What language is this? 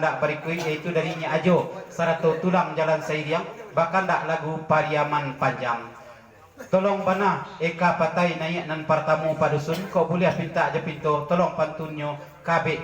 Minangkabau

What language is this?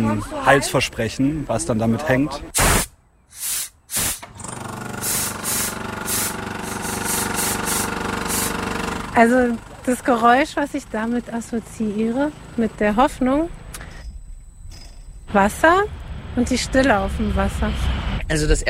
German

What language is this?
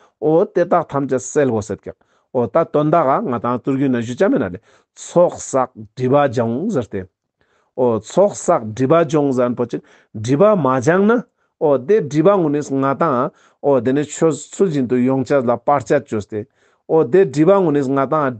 Ladakhi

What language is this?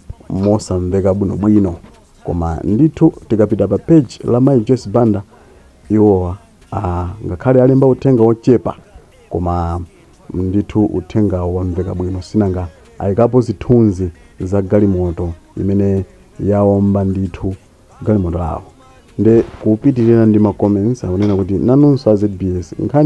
Nyanja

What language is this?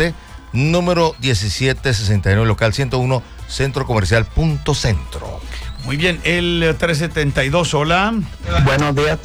Spanish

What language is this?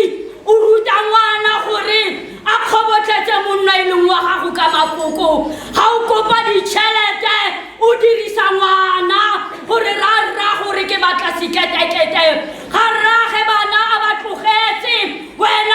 Tswana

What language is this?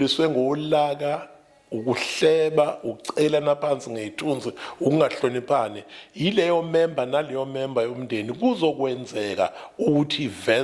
Zulu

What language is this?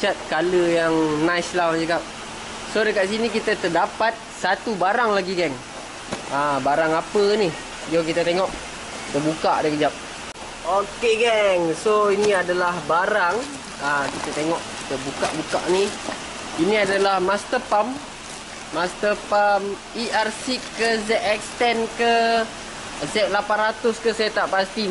Malay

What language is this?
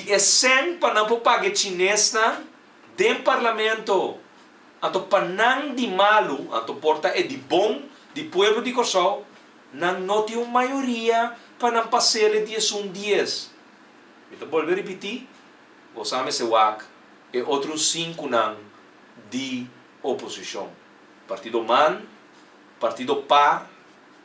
Papiamento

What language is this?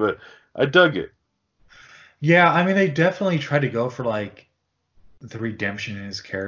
English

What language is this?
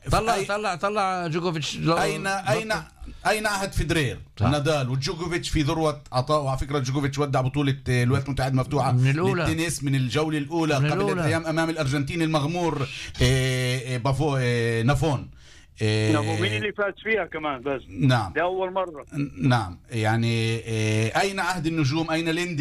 North Levantine Arabic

